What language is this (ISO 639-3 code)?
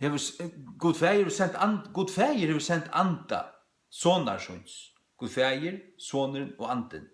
fao